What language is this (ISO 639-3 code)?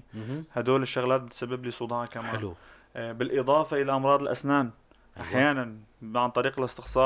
apc